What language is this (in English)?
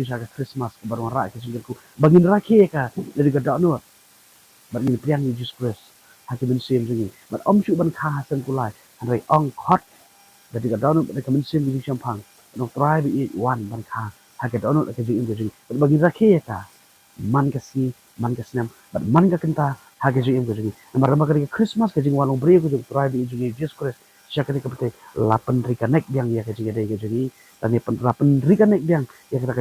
Khasi